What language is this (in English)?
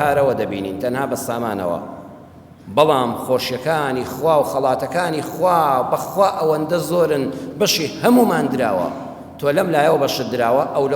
Central Kurdish